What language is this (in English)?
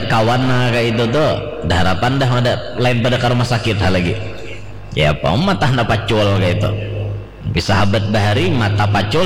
Banjar